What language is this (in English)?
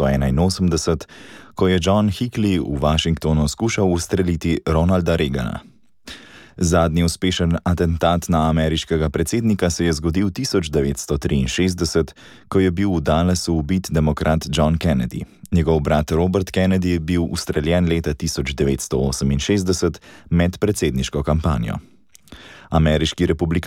Slovenian